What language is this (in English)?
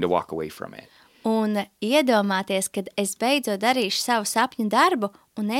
Latvian